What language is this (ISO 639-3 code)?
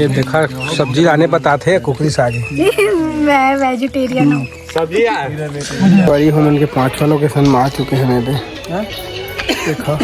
hne